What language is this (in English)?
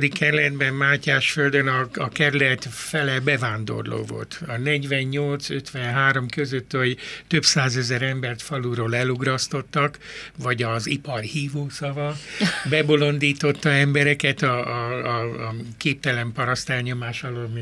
Hungarian